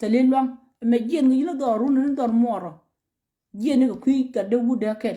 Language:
Nuer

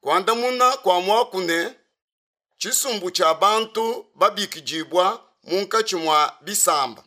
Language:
Luba-Lulua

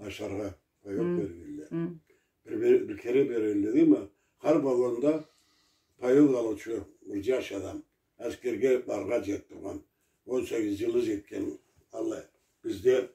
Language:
Karachay-Balkar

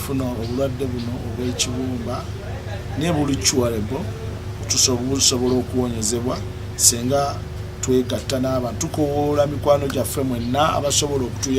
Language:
Ganda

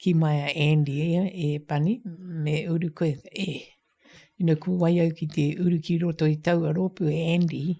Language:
Māori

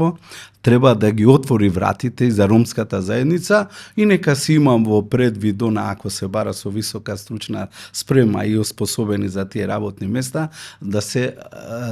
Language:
Macedonian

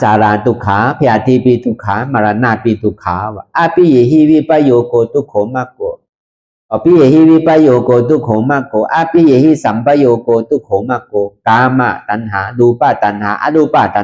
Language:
Shan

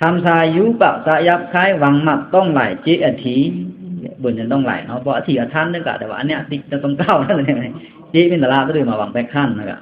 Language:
Pa'o Karen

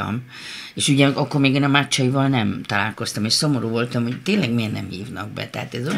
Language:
Hungarian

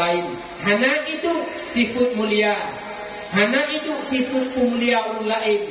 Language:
Achinese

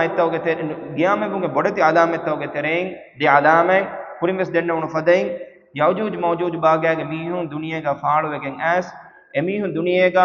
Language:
Divehi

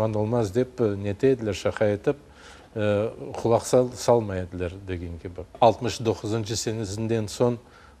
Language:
Crimean Tatar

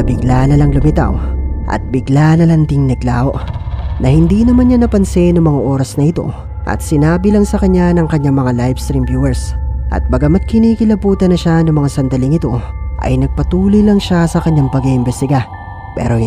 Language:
Filipino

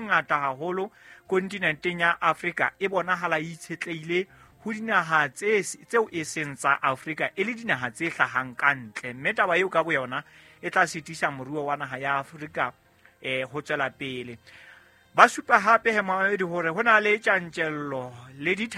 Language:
Southern Sotho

